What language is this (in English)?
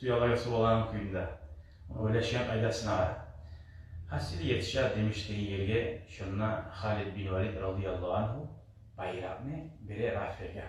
Kumyk